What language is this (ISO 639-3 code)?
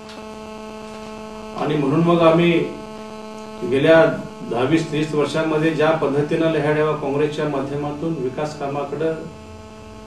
mar